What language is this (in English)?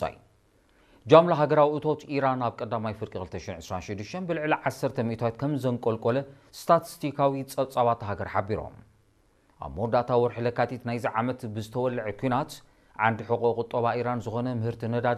Tigrinya